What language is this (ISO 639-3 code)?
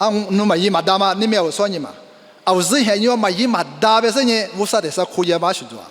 lis